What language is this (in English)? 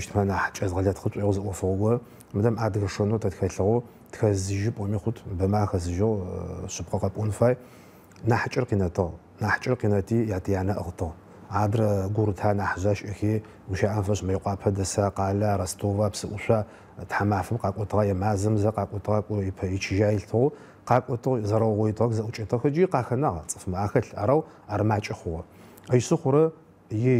Adyghe